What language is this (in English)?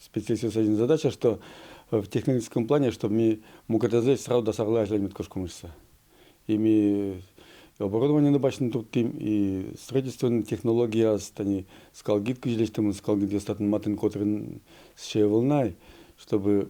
Udmurt